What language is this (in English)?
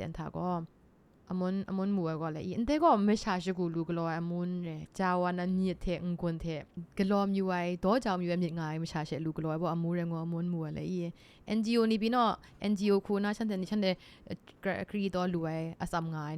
Kachin